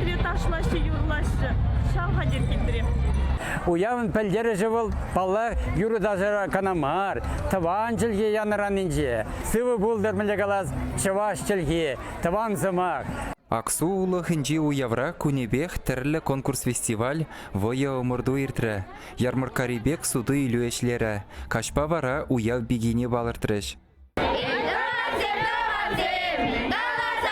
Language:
Chuvash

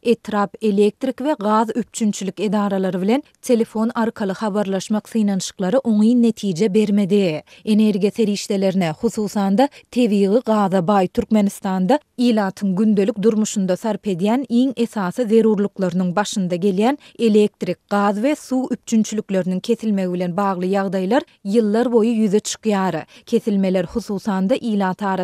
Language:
Turkmen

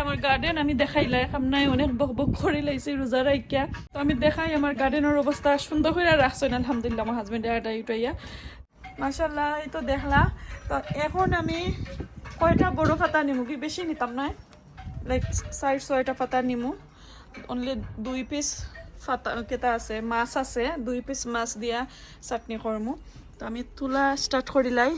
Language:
Sylheti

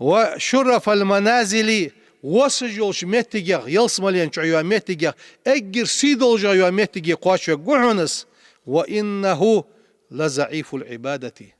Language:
Ingush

